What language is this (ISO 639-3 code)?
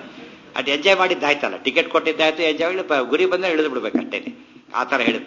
kan